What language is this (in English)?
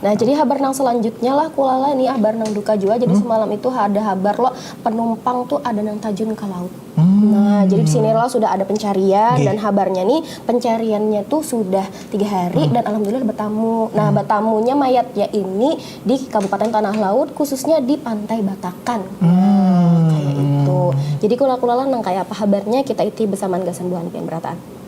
Banjar